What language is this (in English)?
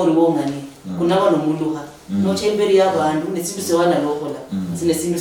Luyia